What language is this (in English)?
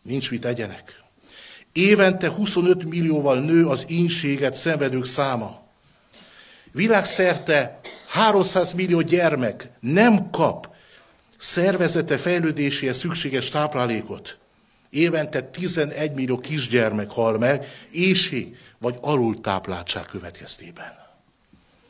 Hungarian